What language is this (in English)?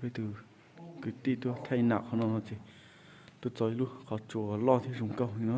Hmong